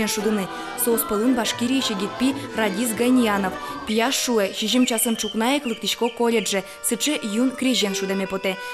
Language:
Udmurt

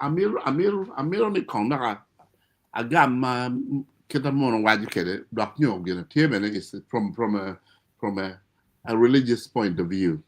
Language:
Acoli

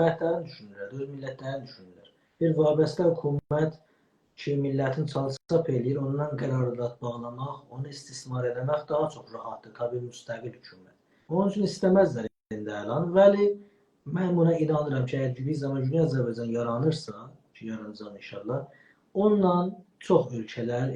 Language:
South Azerbaijani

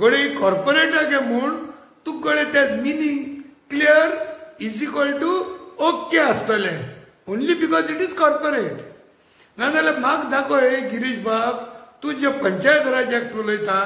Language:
Konkani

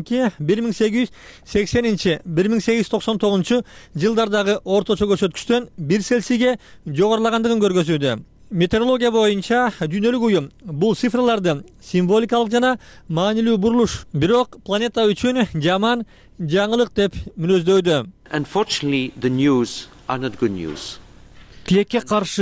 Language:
Kyrgyz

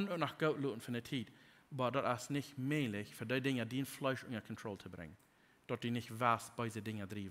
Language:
Plautdietsch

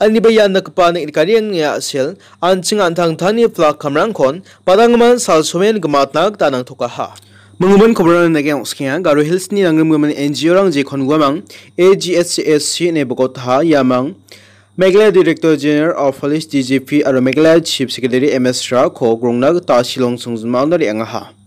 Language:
Garo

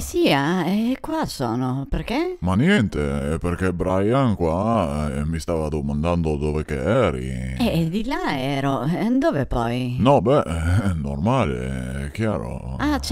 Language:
Venetian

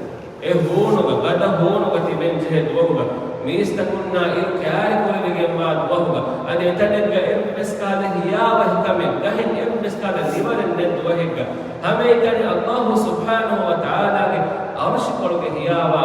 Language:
Divehi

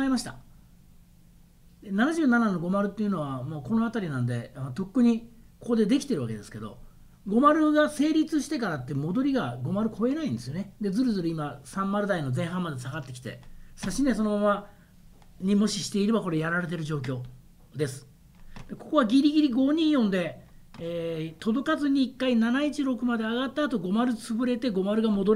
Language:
Japanese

